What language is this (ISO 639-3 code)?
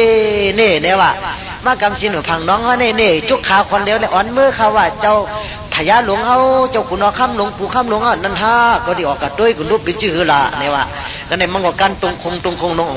shn